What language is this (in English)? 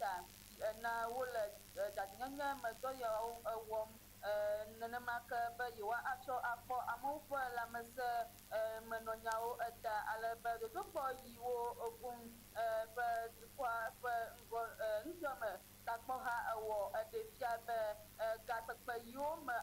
Ewe